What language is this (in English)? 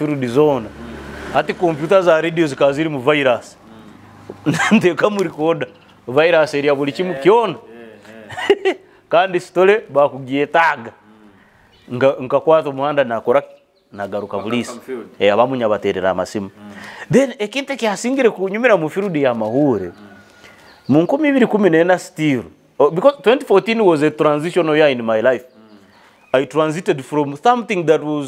Nyoro